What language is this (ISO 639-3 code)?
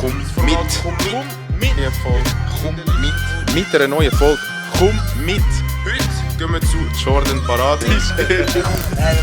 gsw